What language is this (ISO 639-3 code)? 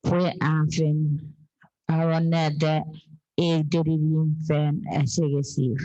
chk